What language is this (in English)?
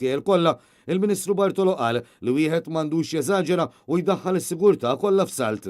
Maltese